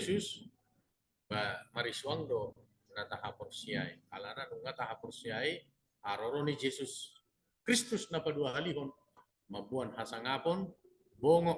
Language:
Batak Toba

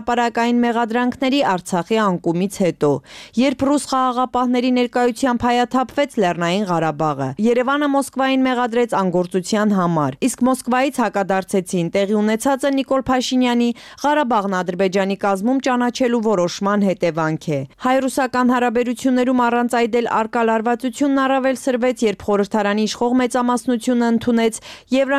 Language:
Armenian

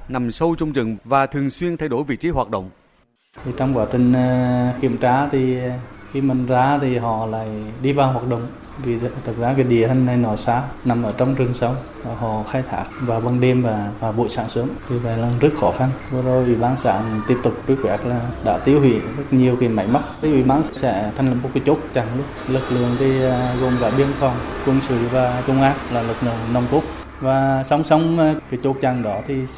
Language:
Vietnamese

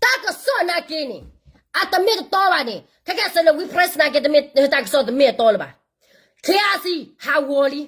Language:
S'gaw Karen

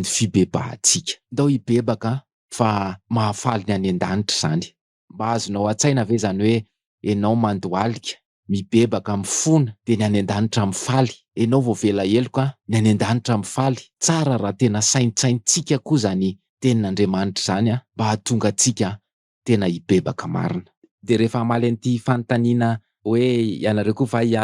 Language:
Malagasy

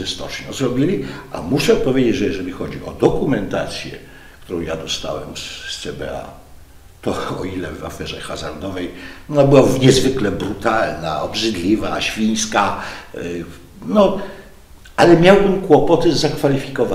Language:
Polish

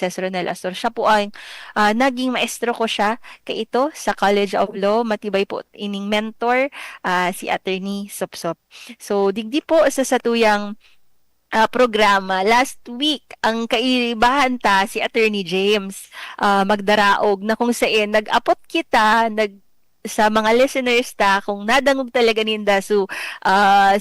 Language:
Bikol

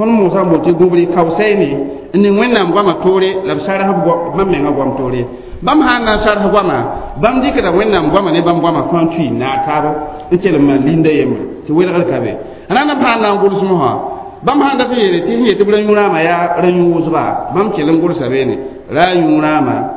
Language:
Mossi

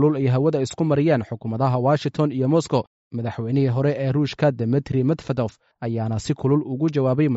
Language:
Somali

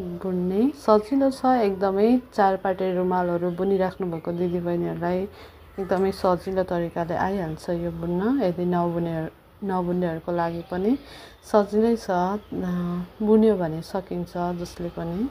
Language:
Nepali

